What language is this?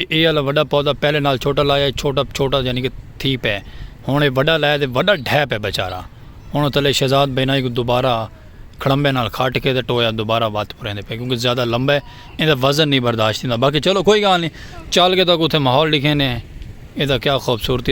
Saraiki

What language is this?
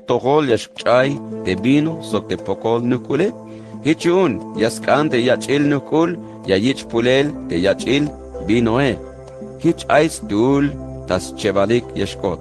Tzeltal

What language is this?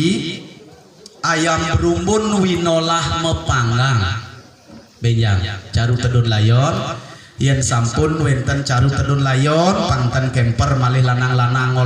Balinese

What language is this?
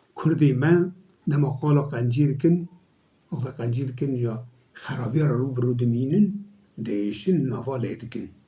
Kurdish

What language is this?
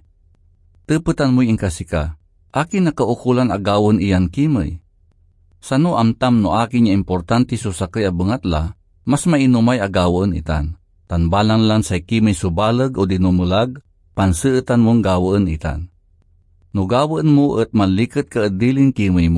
Pangasinan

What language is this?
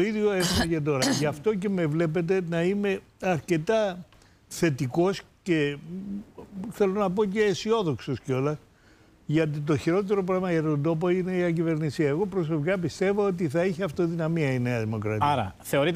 Greek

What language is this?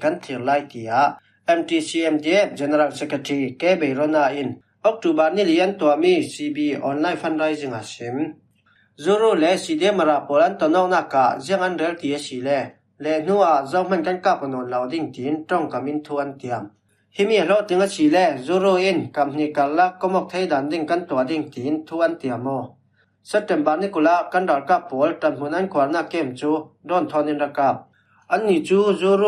Falam Chin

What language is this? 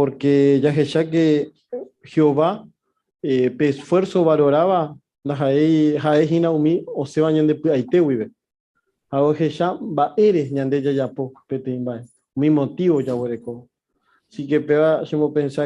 Guarani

